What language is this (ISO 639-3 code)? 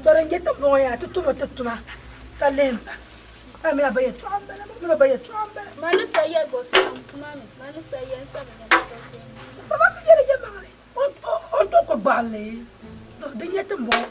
dag